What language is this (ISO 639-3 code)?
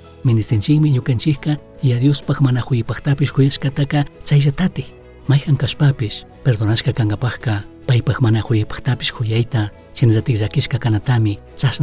qug